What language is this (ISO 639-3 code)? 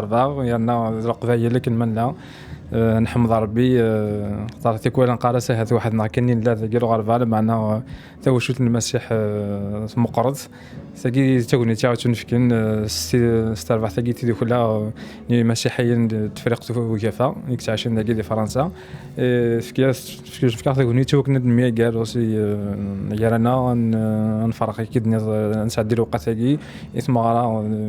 kab